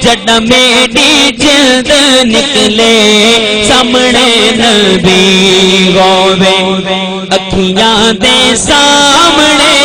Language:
Saraiki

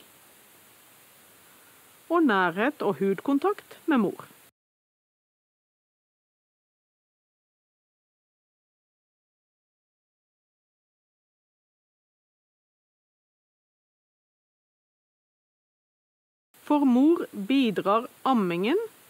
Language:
Norwegian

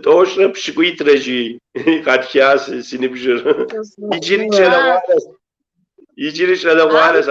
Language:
Kabardian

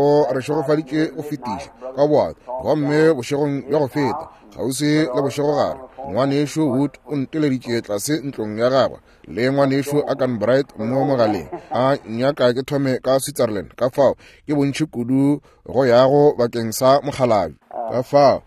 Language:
Northern Sotho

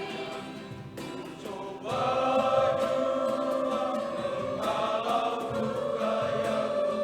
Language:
Nias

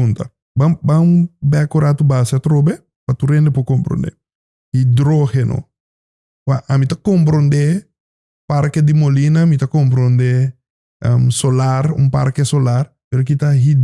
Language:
Papiamento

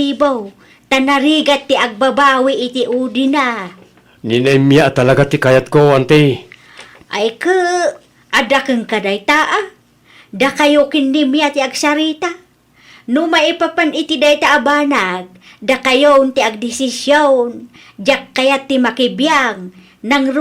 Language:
Iloko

